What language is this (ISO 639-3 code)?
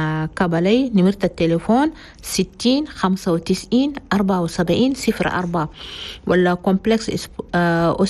shu